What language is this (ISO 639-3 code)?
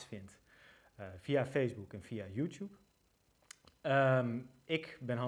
nld